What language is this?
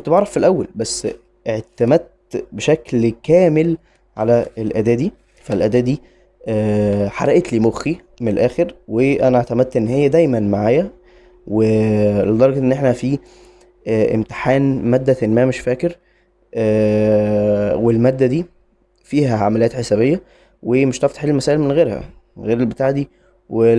Egyptian Arabic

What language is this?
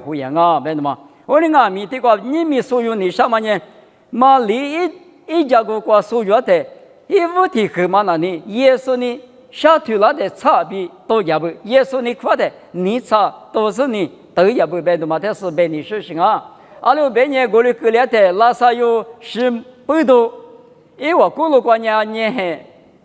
Lisu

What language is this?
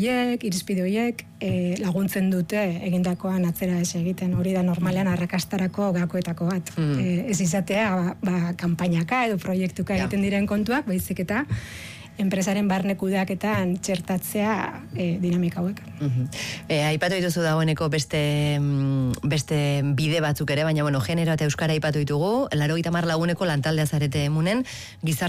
Basque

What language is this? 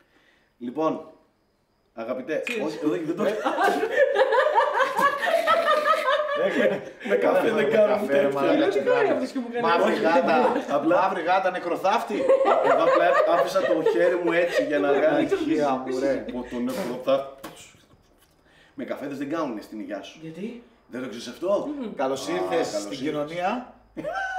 Greek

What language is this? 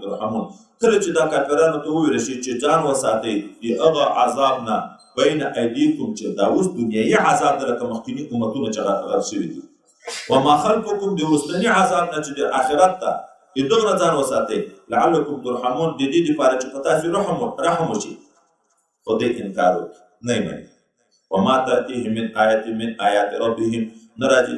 Pashto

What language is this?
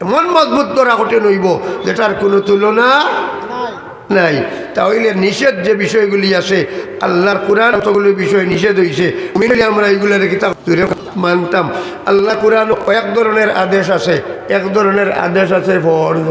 Sylheti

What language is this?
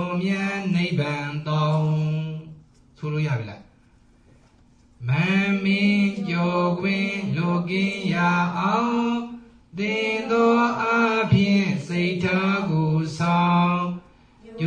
Burmese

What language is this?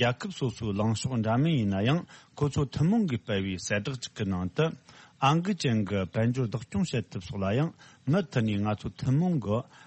Tibetan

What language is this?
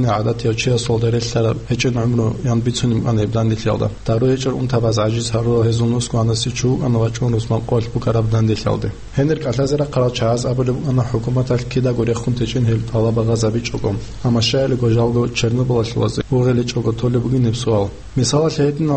Avaric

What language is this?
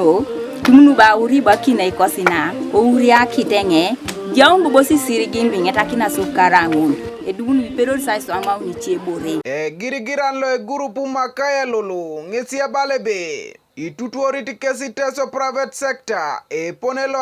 Teso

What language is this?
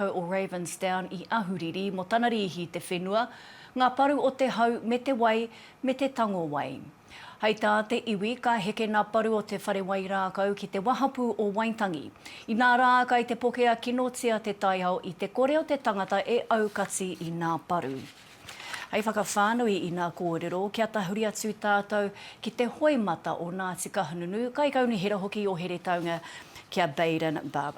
Māori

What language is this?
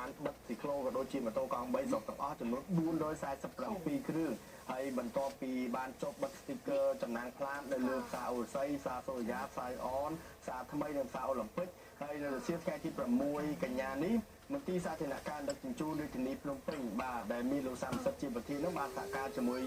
Khmer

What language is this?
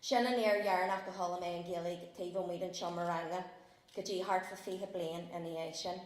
Irish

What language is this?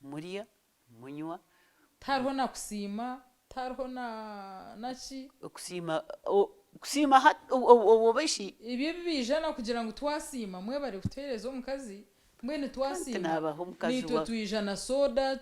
Nyankole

